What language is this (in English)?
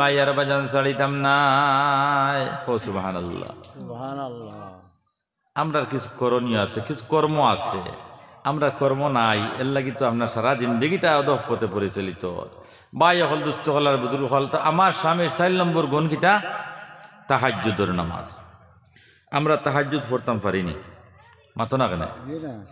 Sylheti